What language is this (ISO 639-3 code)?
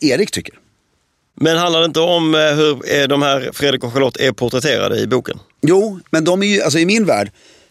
swe